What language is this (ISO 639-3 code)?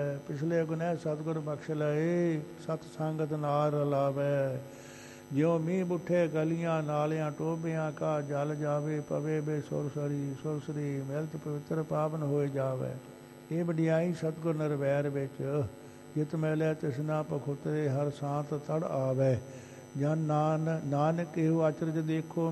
pan